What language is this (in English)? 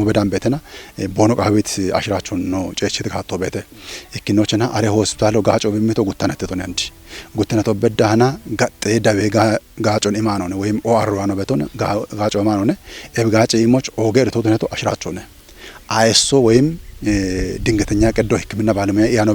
Kafa